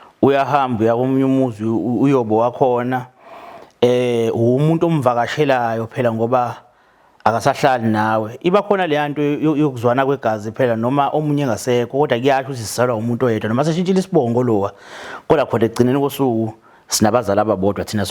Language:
Zulu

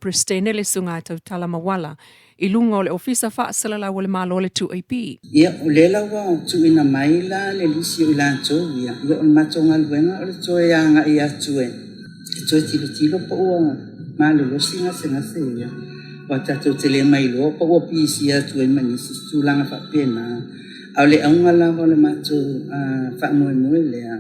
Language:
Samoan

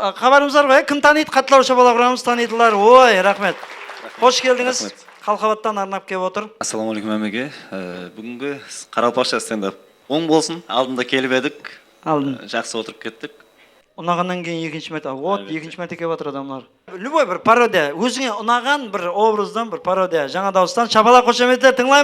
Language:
Kara-Kalpak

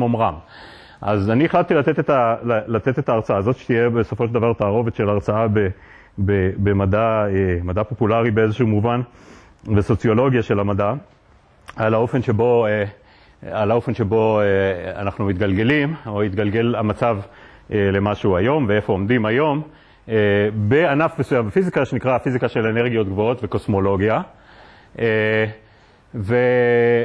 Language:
Hebrew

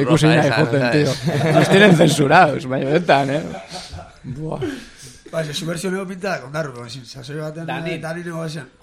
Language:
Basque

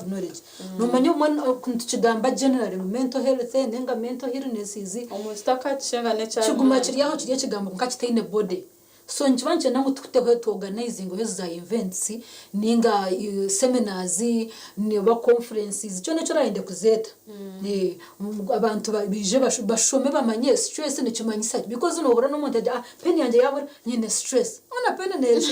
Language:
Nyankole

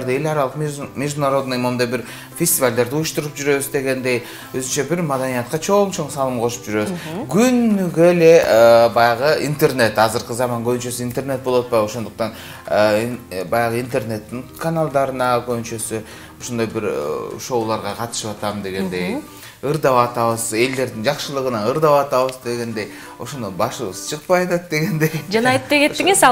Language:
Kyrgyz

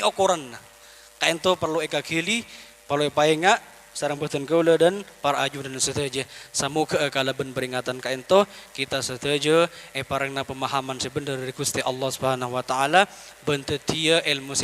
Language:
Madurese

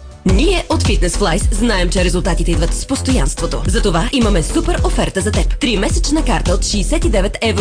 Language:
Bulgarian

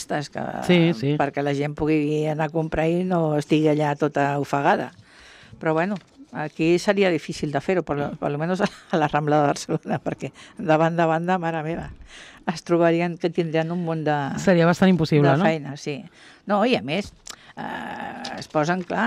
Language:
Catalan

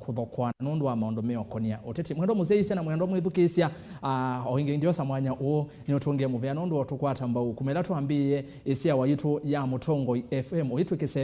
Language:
Kamba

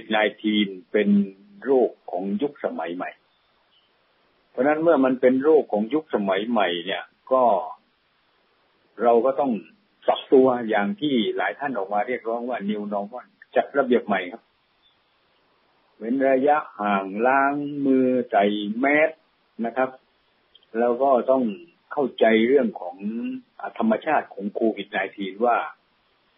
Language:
Thai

